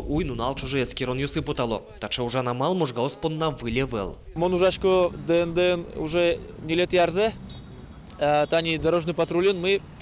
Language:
Udmurt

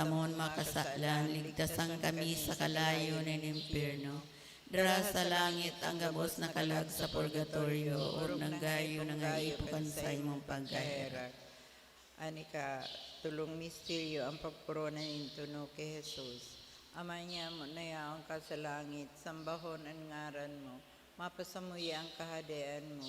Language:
Bikol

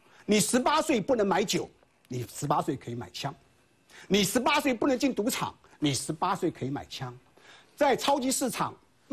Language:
Chinese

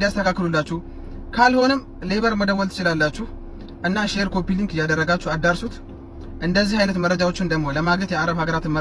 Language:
Amharic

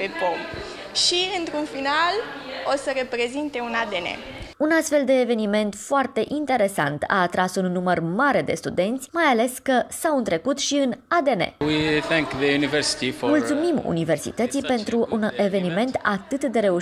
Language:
Romanian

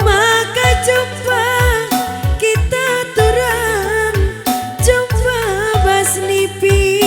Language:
Batak Karo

